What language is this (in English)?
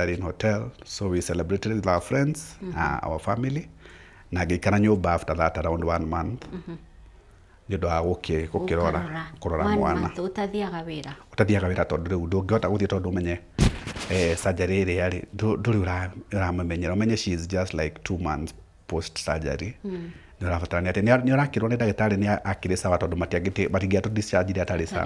Kikuyu